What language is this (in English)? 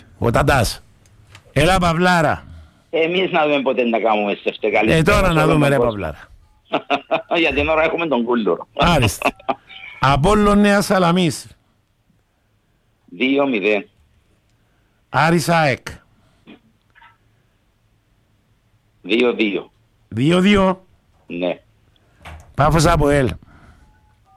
Greek